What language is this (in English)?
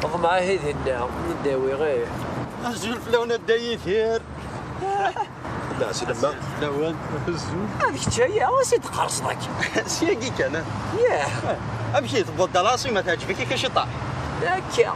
Kabyle